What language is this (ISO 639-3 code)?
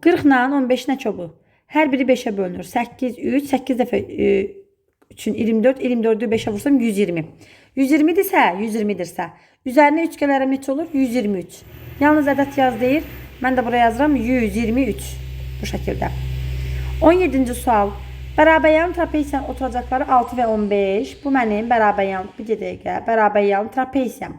aze